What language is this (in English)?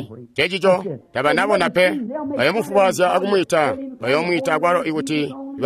Tonga (Zambia)